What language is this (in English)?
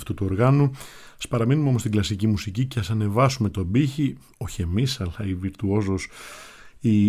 Greek